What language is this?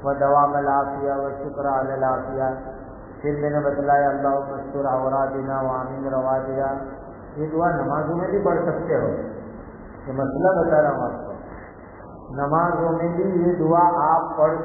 Urdu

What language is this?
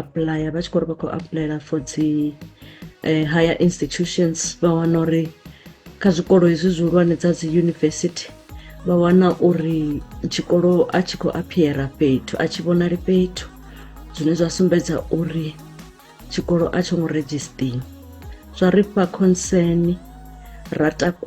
Venda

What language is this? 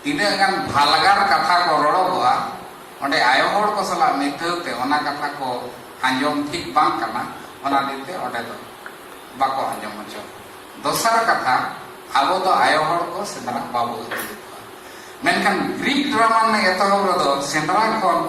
Santali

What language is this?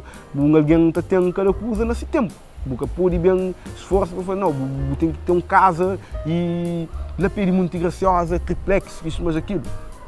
Kabuverdianu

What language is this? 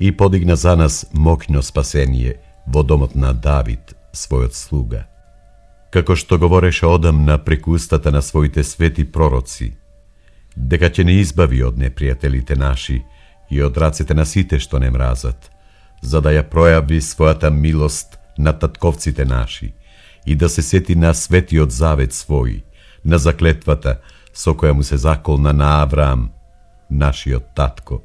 Macedonian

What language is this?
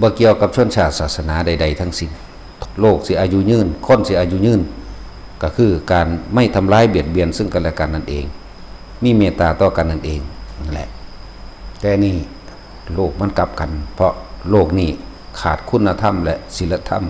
Northeastern Thai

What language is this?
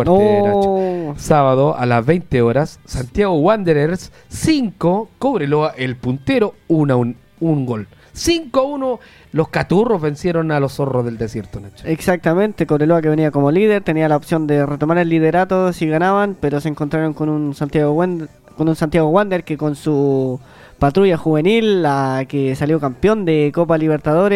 Spanish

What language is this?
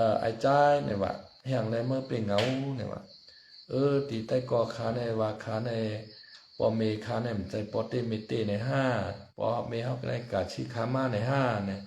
Shan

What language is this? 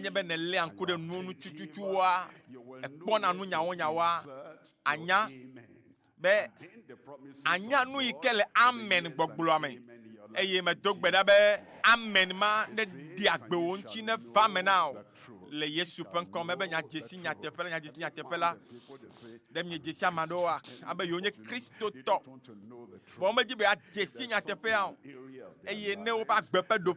Ewe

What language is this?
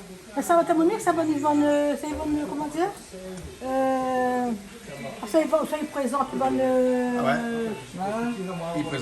Réunion Creole French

